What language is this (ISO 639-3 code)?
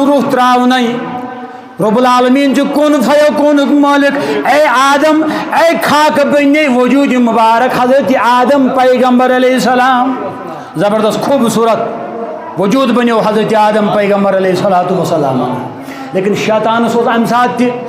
kas